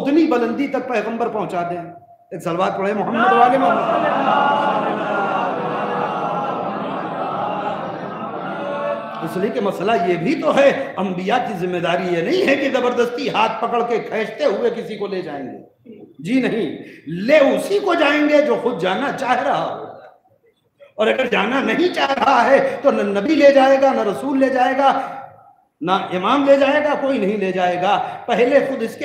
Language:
Urdu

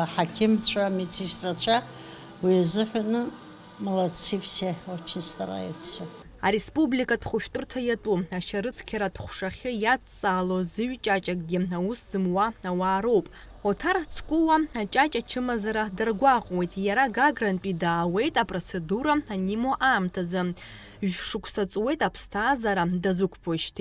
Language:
Abkhazian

